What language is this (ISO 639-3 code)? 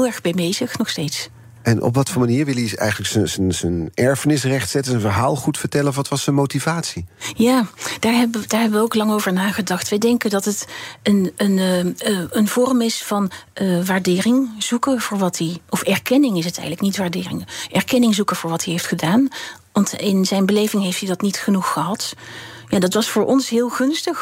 nld